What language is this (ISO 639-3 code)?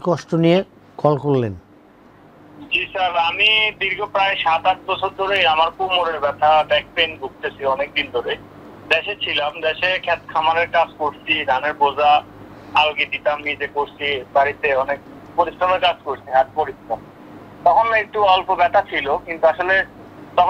ben